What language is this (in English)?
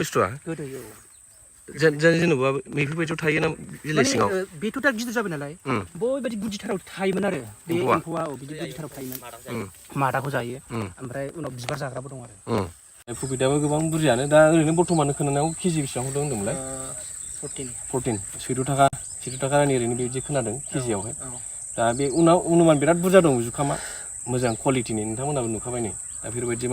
Bodo